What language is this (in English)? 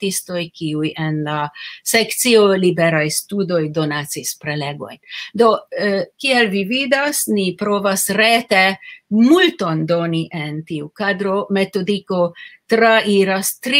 Esperanto